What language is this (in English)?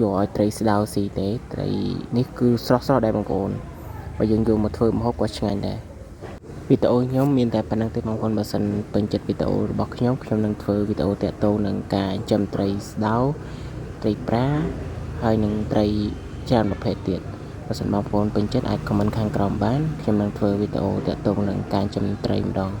Khmer